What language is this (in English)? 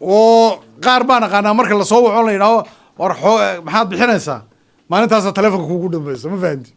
Somali